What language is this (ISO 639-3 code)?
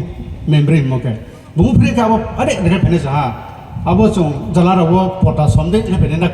ria